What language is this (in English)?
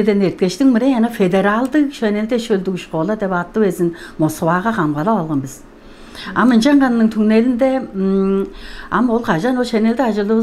Tuvinian